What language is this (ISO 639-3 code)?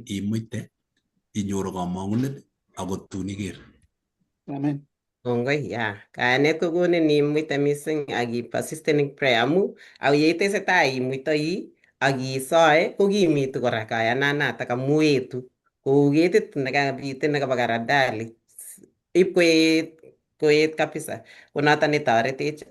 kln